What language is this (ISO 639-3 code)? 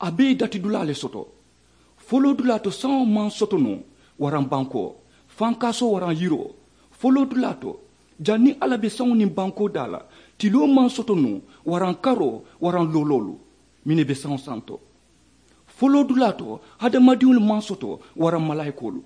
man